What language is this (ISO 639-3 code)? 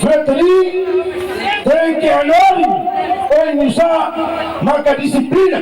tet